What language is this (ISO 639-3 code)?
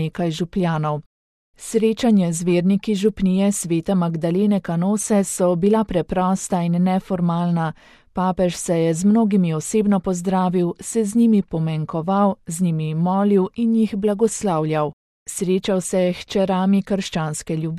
slv